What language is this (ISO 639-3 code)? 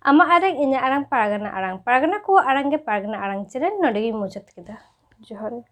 sat